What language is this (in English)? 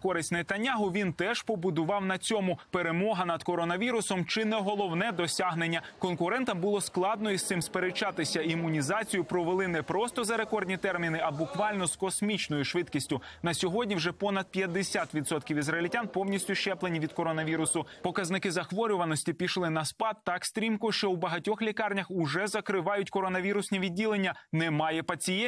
Ukrainian